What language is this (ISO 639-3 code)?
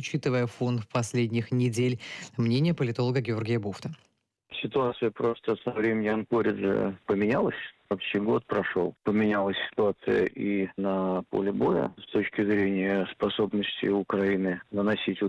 rus